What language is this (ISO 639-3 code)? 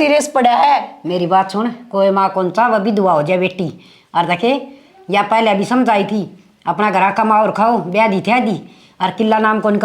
bgc